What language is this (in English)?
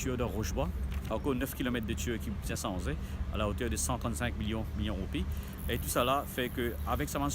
Morisyen